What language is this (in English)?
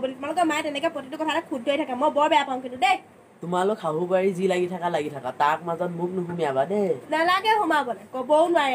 Assamese